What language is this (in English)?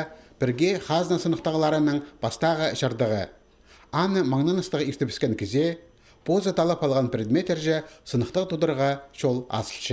Khakas